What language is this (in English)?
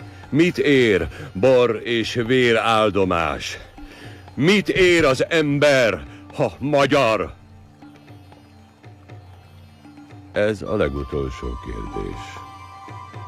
Hungarian